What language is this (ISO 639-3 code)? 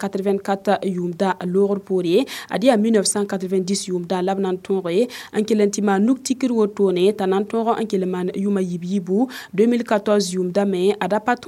mos